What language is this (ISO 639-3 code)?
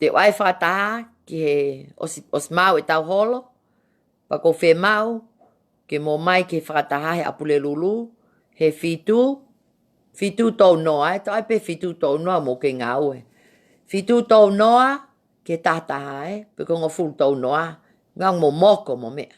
ton